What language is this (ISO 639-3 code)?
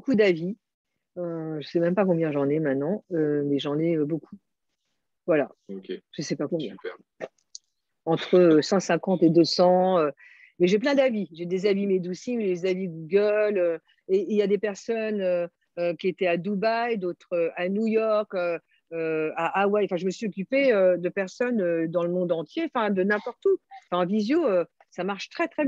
fra